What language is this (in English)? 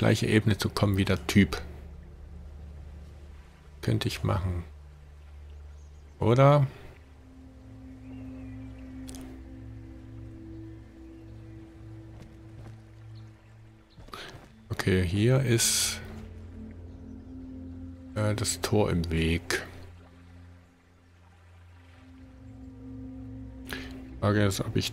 German